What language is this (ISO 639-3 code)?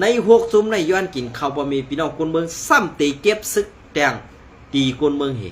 shn